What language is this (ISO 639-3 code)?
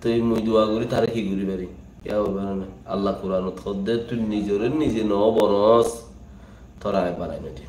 rhg